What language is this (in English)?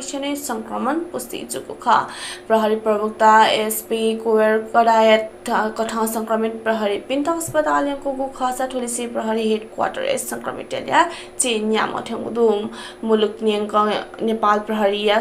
Newari